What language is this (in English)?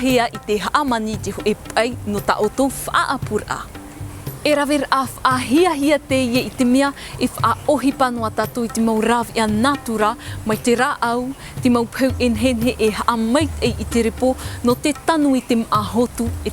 Tahitian